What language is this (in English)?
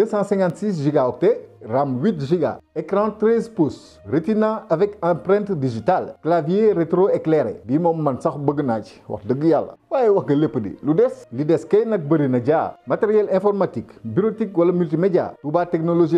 Wolof